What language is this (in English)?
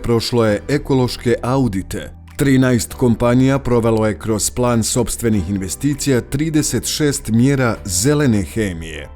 Bosnian